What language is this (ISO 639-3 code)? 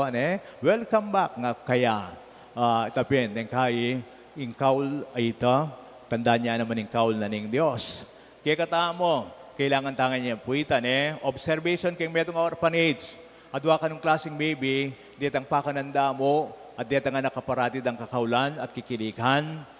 pam